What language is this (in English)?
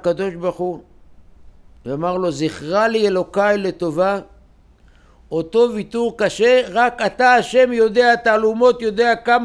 Hebrew